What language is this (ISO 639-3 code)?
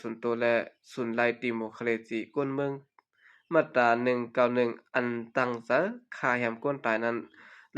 shn